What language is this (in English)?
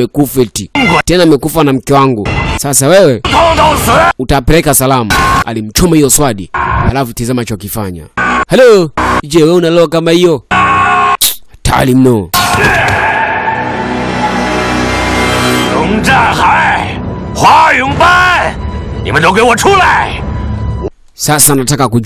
Swahili